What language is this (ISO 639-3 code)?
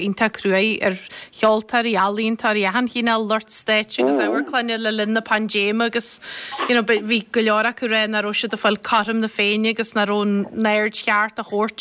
gle